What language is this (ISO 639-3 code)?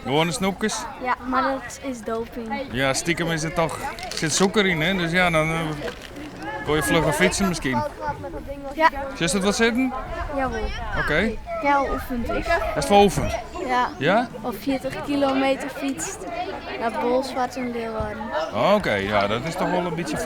fry